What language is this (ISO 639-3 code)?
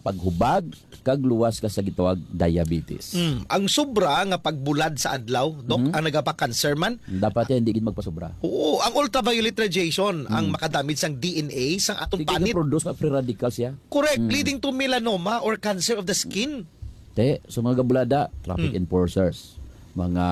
hil